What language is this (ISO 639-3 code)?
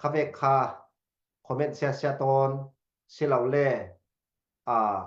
cfm